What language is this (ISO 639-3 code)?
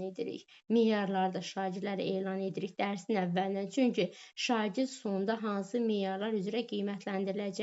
aze